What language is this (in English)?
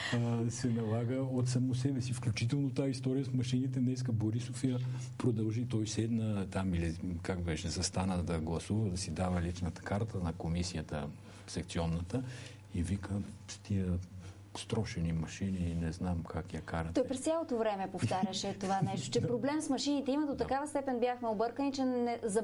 Bulgarian